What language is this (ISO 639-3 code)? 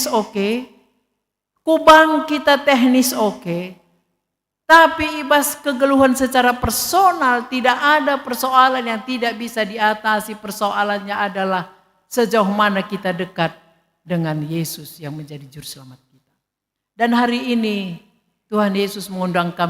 btx